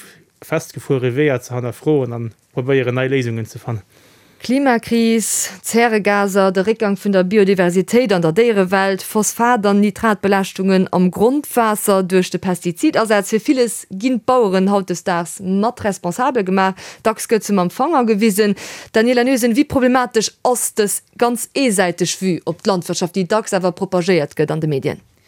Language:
Luxembourgish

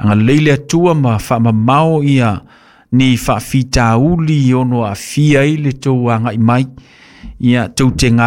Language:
Samoan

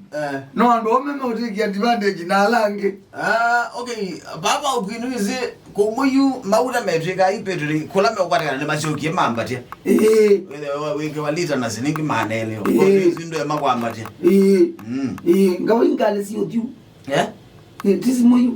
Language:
Kamba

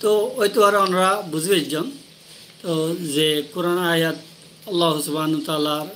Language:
Rohingya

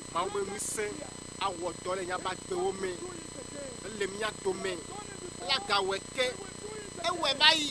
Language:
Ewe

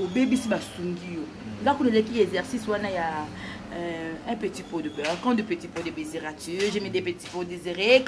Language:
Lingala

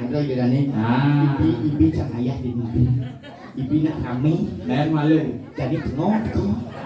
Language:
Balinese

